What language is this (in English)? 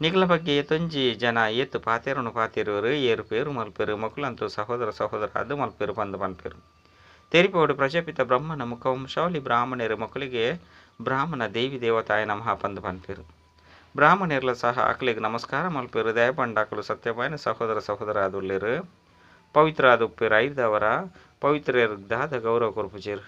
Tulu